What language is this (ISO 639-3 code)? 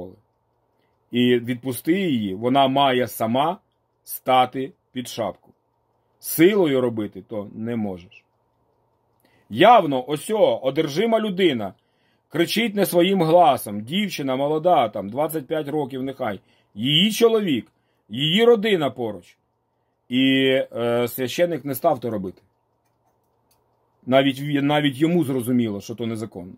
ukr